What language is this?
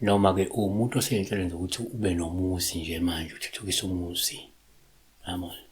Zulu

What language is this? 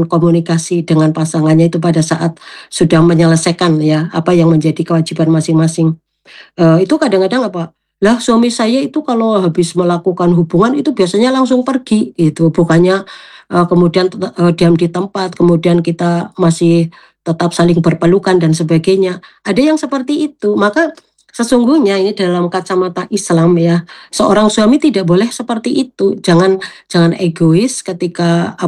Indonesian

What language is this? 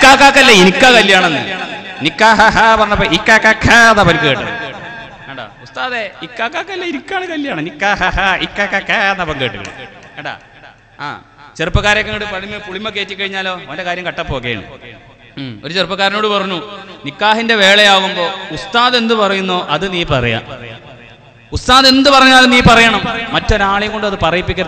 Malayalam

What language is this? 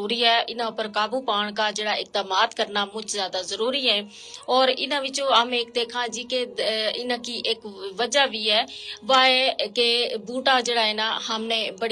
Gujari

